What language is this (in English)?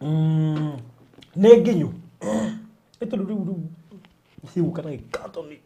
Kikuyu